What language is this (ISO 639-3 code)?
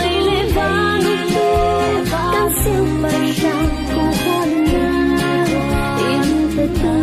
cfm